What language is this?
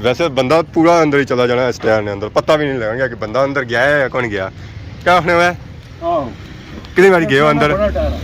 Pahari-Potwari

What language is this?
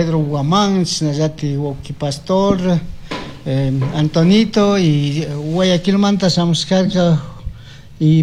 Chimborazo Highland Quichua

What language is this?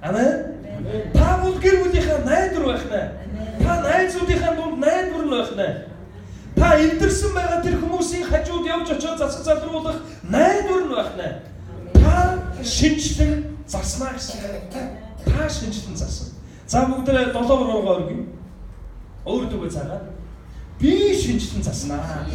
Mongolian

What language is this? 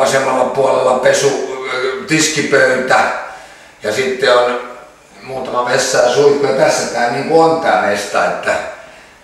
Finnish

